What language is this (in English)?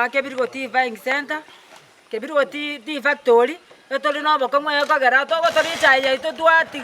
Gusii